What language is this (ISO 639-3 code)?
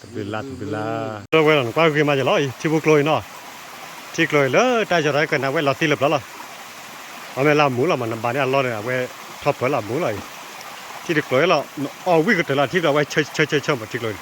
ksw